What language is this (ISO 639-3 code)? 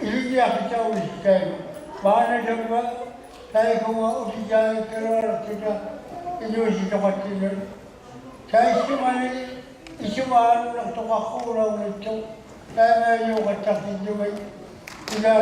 iku